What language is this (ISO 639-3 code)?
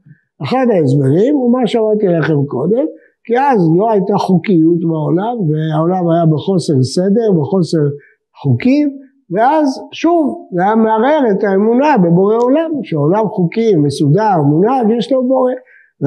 heb